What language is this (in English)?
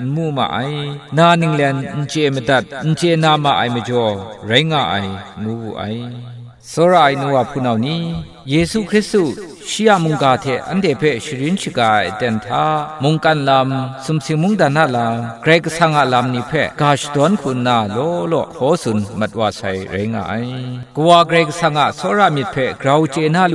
Kachin